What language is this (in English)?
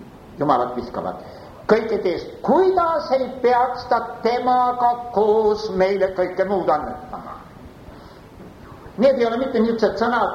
Estonian